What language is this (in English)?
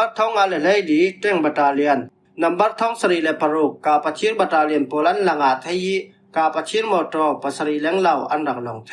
Falam Chin